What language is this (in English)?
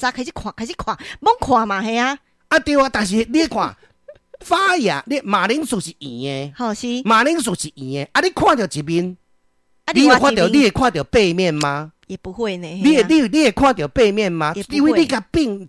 Min Nan Chinese